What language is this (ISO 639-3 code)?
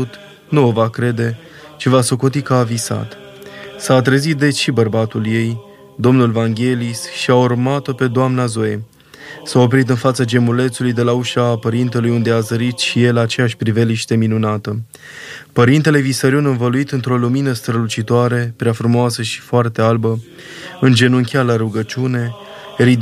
ron